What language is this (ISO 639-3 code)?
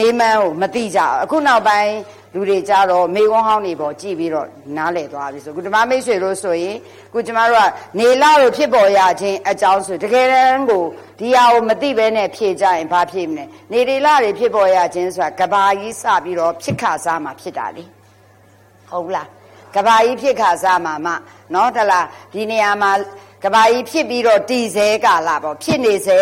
mya